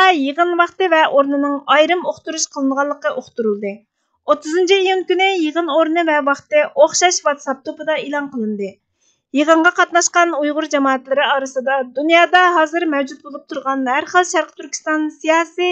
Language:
Uyghur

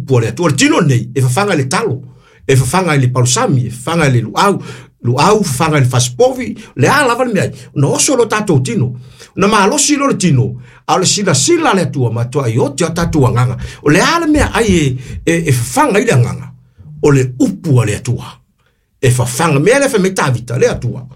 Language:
Samoan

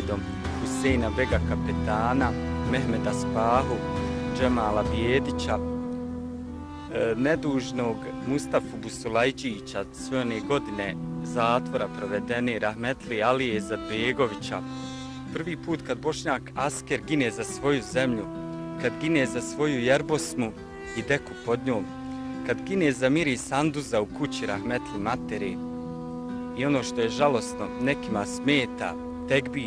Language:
Bosnian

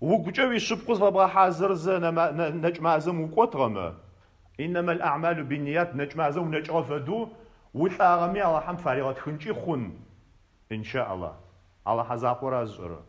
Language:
Adyghe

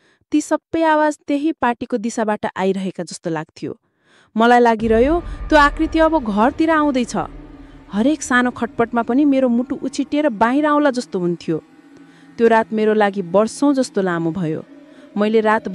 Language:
Nepali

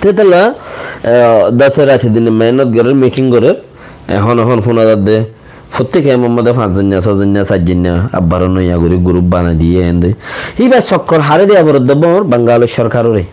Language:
Rohingya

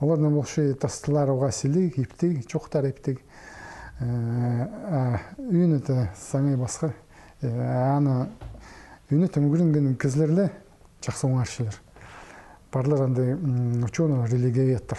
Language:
Khakas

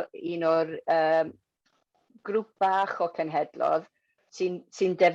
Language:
Welsh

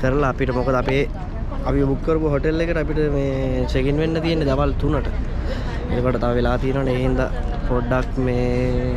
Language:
Sinhala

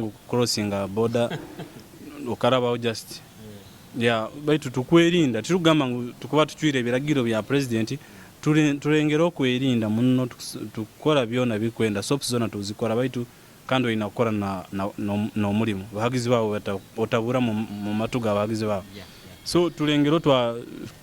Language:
Nyoro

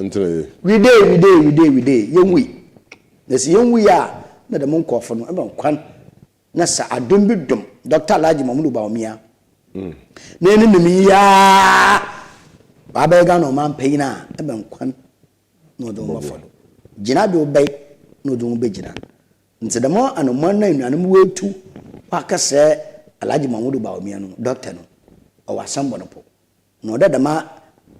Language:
Akan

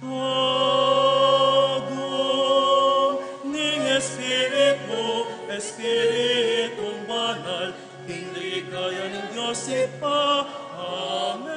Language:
Pampanga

